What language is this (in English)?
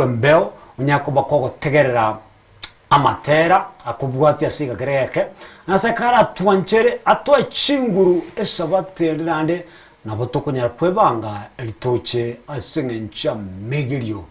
Gusii